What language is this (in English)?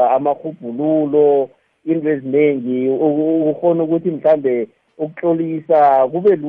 South Ndebele